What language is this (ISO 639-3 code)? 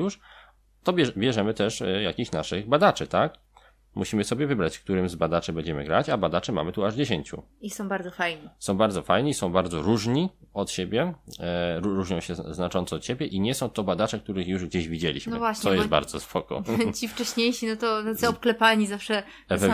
pol